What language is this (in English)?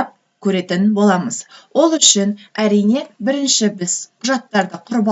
Kazakh